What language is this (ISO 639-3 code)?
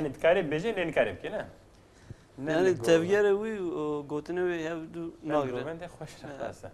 kur